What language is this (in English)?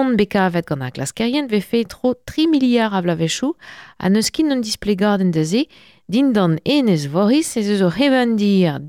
Breton